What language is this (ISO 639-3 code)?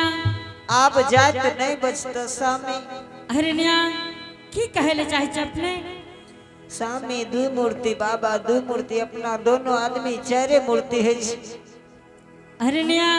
anp